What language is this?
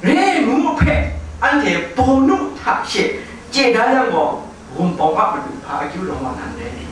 Kachin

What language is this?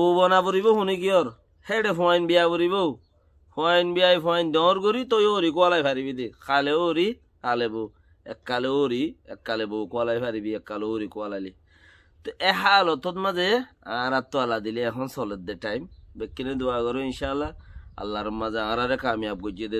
Rohingya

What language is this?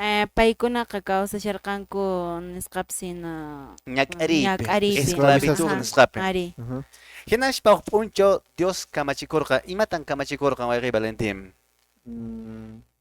Quechua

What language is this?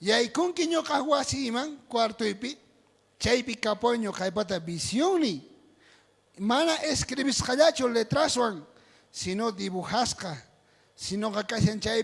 South Bolivian Quechua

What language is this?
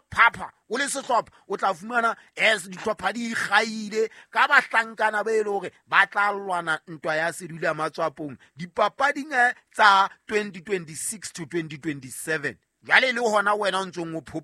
Southern Sotho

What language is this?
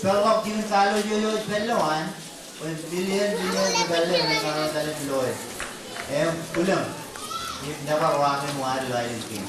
Marshallese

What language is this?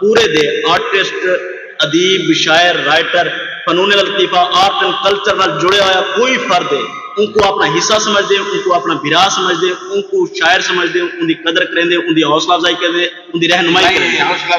Saraiki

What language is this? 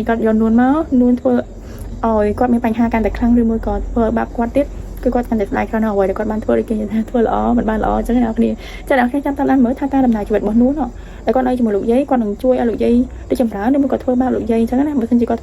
Khmer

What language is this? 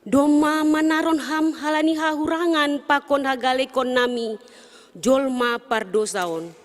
Batak Simalungun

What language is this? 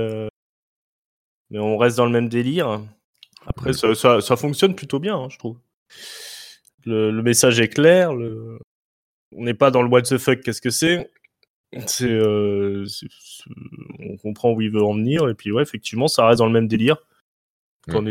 French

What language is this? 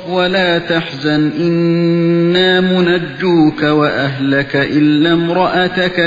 Uyghur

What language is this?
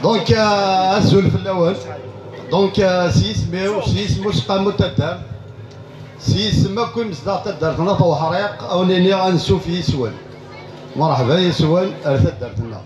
Kabyle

